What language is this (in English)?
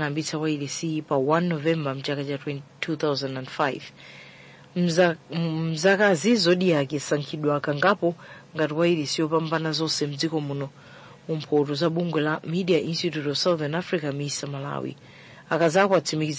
Nyanja